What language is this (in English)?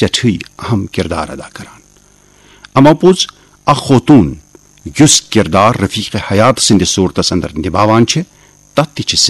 Kashmiri